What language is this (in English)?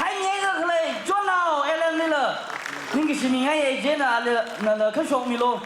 Tangkhul Naga (India)